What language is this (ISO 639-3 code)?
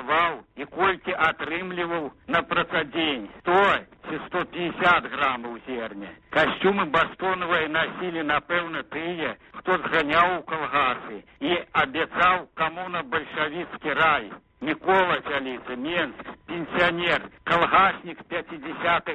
bel